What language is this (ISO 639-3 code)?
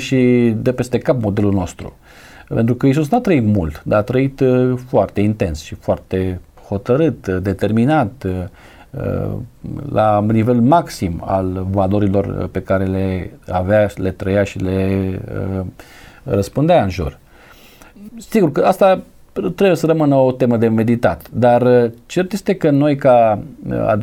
ron